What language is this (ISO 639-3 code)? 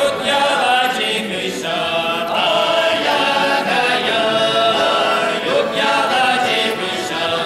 chv